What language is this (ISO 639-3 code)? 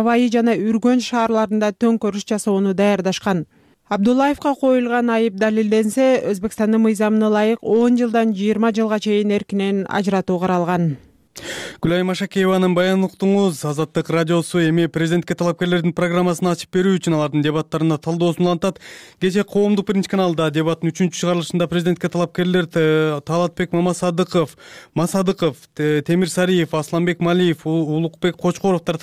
kir